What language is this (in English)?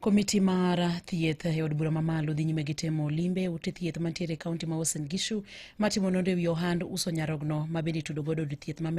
Luo (Kenya and Tanzania)